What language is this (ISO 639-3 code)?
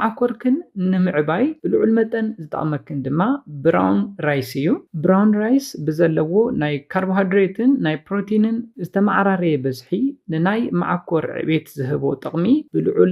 tir